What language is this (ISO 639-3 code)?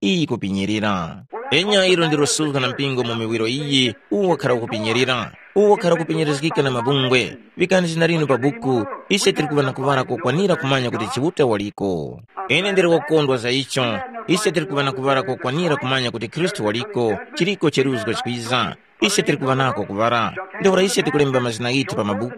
tum